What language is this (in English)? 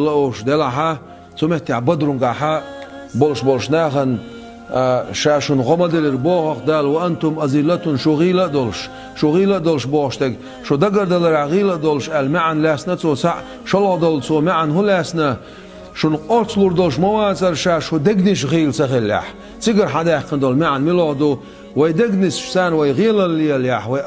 Chechen